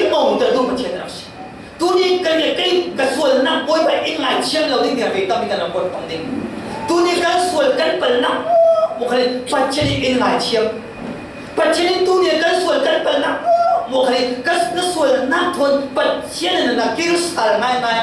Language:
Falam Chin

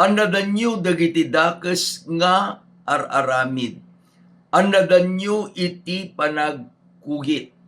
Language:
Iloko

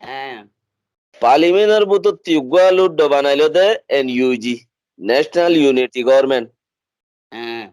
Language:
Rohingya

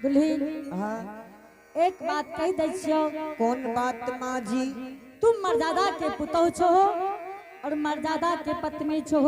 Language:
Angika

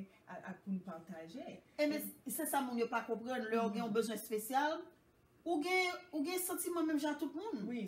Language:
Haitian Creole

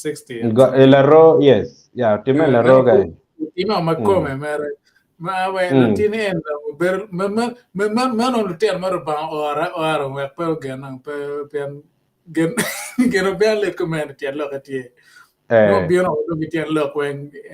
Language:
Acoli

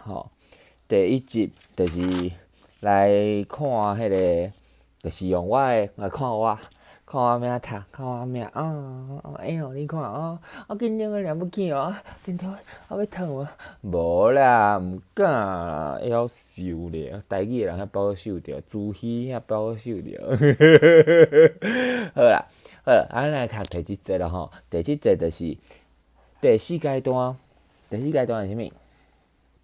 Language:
Min Nan Chinese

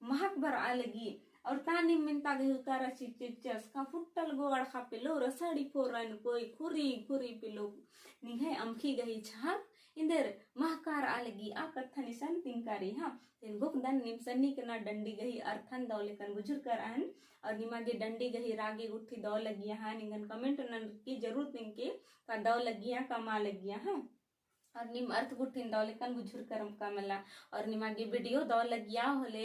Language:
Kurukh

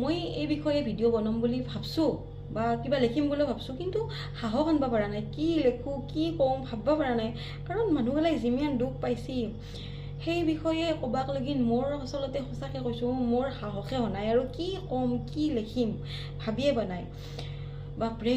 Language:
Assamese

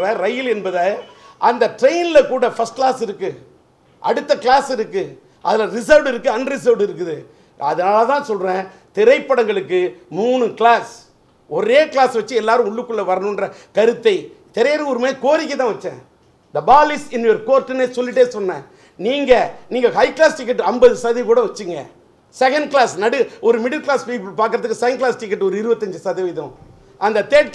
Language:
Tamil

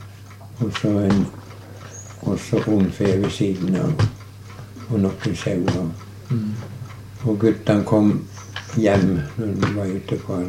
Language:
Norwegian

